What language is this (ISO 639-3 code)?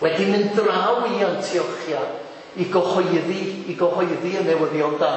cym